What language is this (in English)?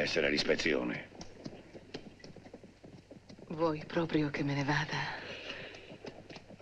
Italian